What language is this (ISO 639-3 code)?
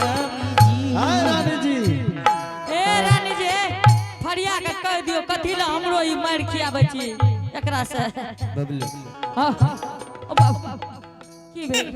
anp